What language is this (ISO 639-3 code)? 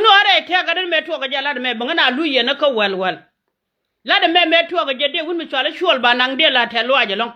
nus